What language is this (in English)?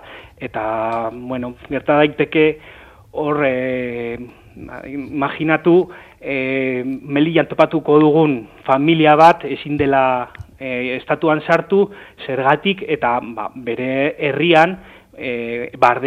Basque